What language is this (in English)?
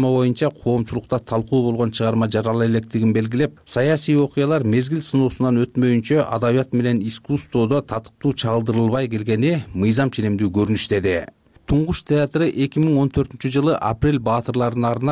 Kyrgyz